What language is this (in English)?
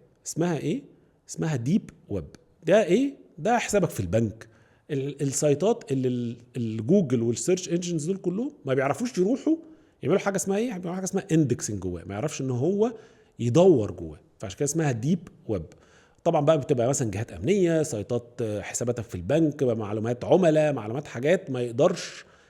Egyptian Arabic